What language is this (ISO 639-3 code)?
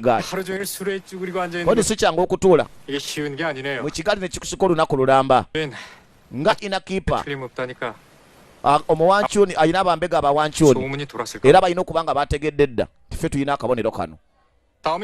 lug